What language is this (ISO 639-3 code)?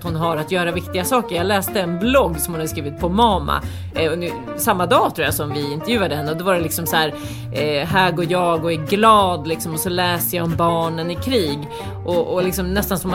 swe